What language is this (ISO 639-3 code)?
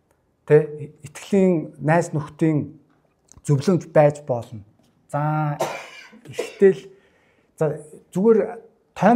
mon